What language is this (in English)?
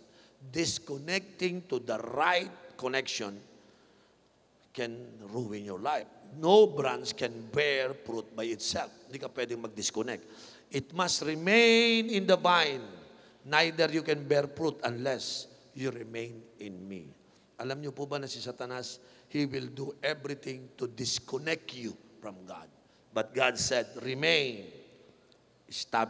Filipino